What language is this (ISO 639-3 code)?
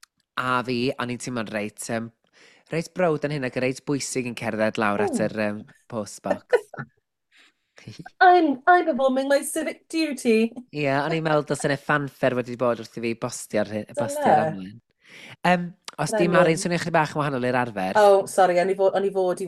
cym